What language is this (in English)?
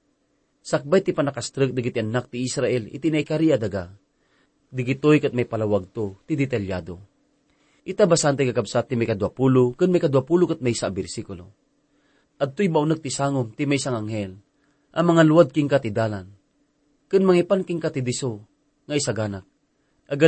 Iloko